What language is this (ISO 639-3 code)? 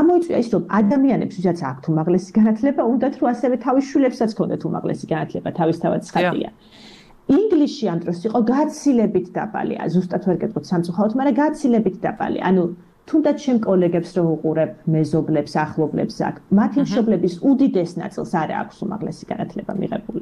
kat